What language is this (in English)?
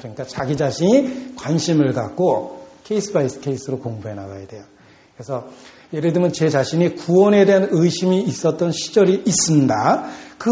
Korean